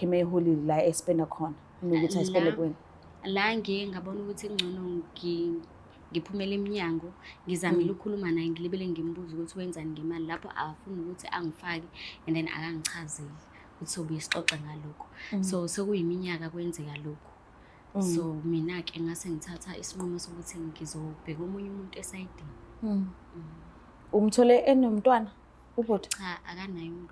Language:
Zulu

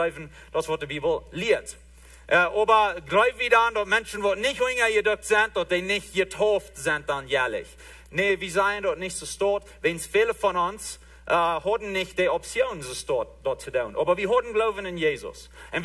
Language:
Plautdietsch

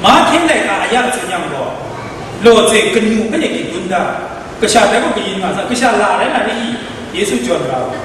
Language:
Kachin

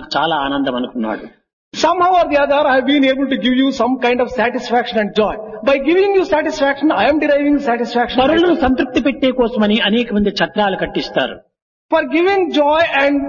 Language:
Telugu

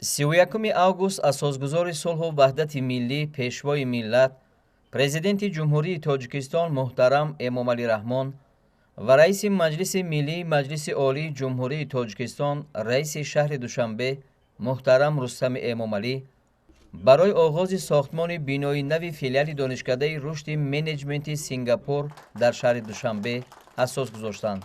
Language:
Tajik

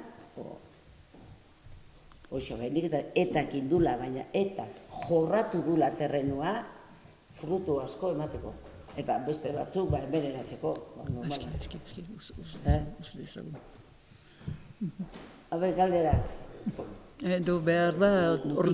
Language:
Basque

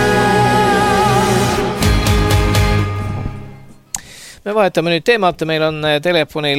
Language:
Estonian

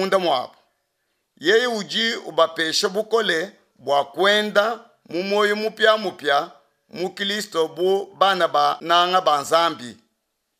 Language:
Luba-Lulua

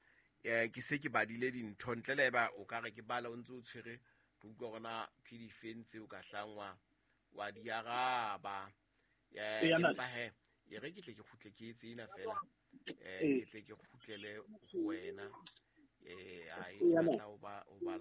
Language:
Southern Sotho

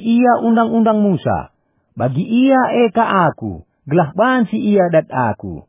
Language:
Batak Karo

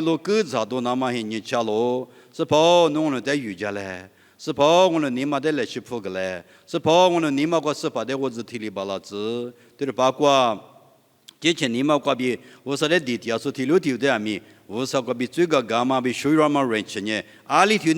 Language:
Lisu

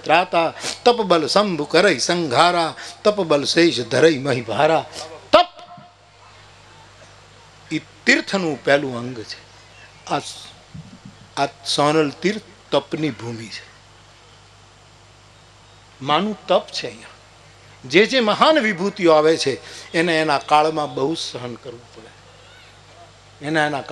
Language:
Gujarati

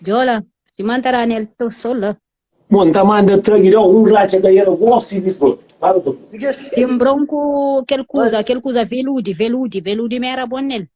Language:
Kabuverdianu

